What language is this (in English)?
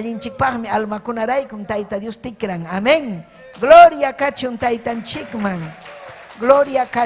Ayacucho Quechua